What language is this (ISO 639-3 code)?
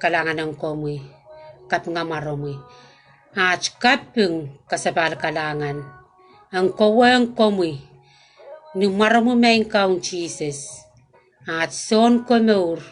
pon